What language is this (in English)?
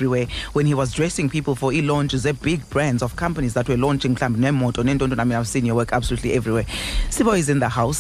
Xhosa